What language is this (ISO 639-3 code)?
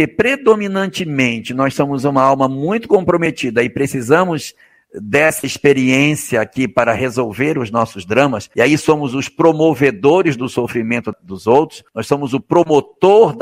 por